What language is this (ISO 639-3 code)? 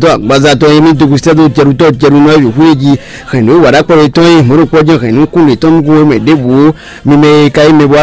fon